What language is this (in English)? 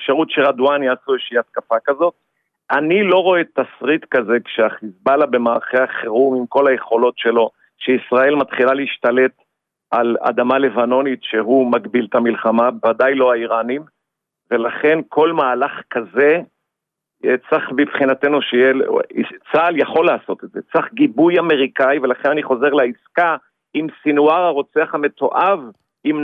Hebrew